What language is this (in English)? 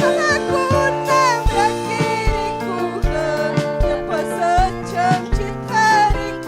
Ayacucho Quechua